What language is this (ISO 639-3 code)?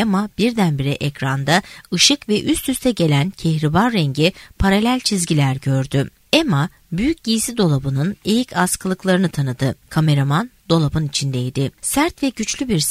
tur